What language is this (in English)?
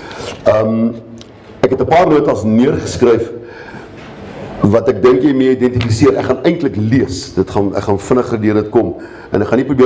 Afrikaans